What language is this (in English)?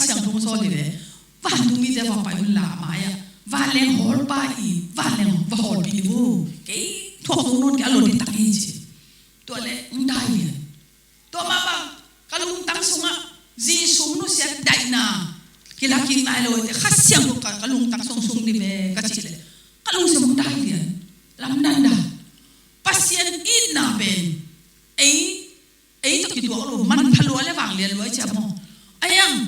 Tedim Chin